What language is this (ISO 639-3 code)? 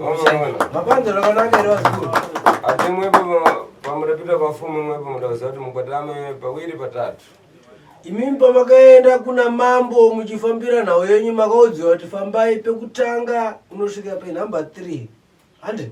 sna